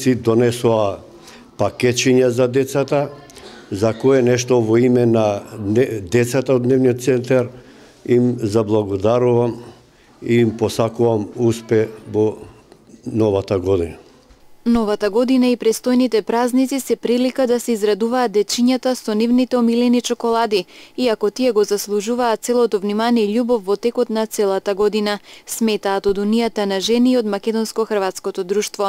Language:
Macedonian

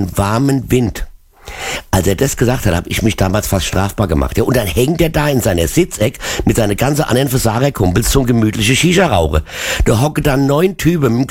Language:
German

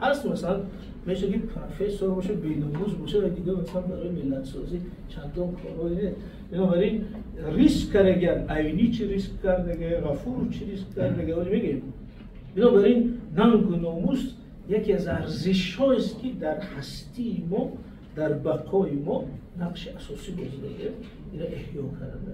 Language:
Tajik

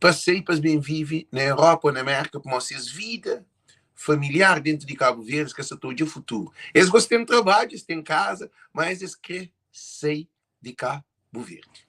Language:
Kabuverdianu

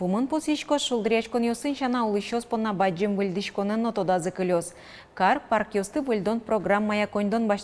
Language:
Udmurt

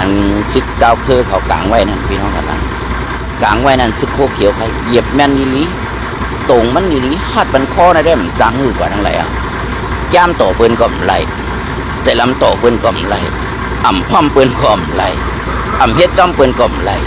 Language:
Shan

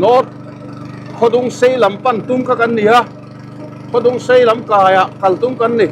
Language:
Mizo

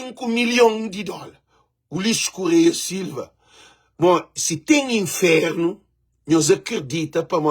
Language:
Kabuverdianu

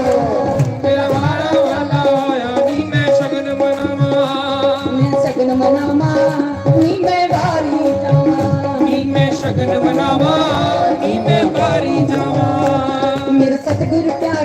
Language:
Dogri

